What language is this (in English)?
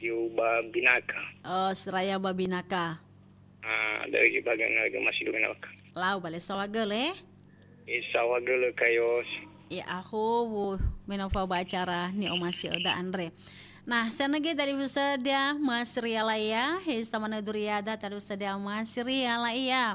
Nias